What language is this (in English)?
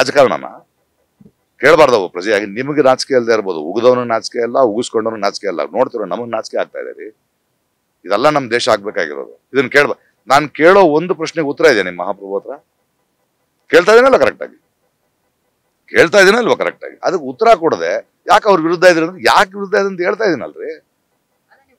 Kannada